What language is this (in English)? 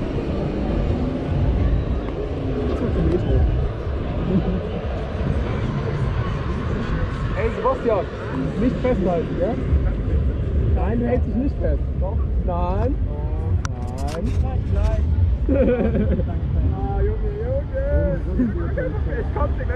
German